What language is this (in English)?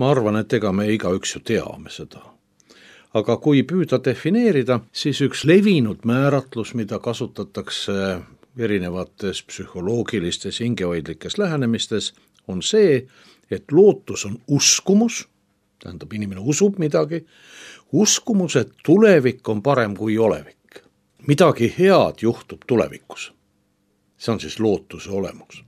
Estonian